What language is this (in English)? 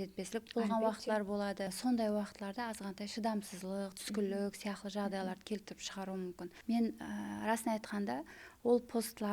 Kara-Kalpak